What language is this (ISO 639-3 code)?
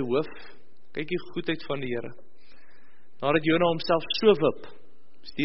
afr